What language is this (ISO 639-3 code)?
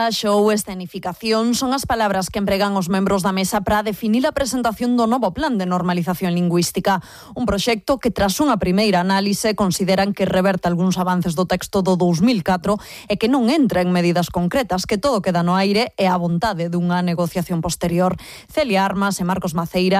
glg